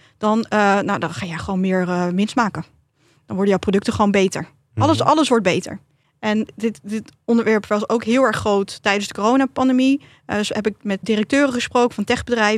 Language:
Dutch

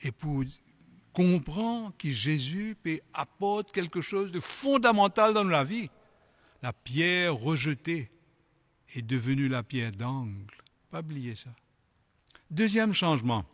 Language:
Morisyen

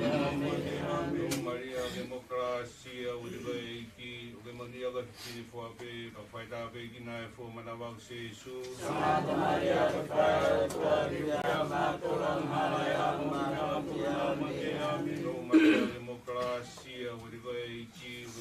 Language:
Tongan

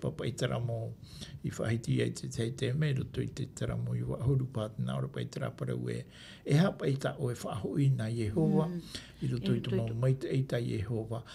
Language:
Tahitian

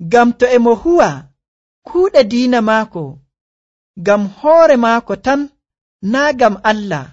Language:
Nigerian Fulfulde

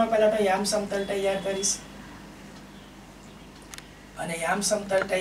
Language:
Gujarati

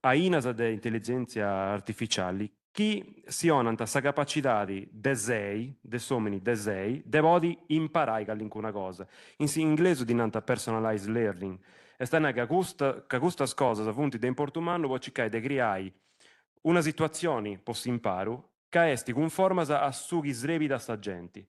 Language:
Sardinian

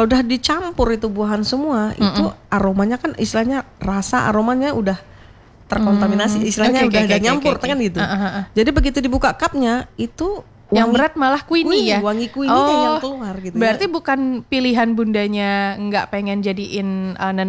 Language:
Indonesian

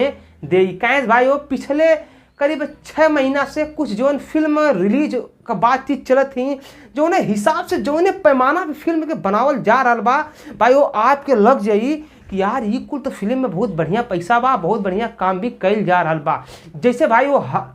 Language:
Bhojpuri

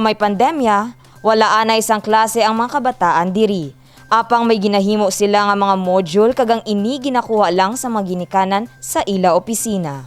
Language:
Hiligaynon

